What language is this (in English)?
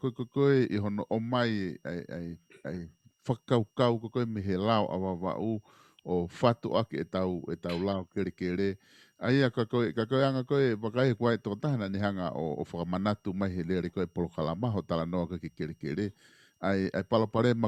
Tongan